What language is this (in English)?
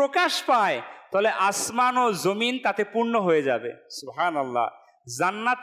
Bangla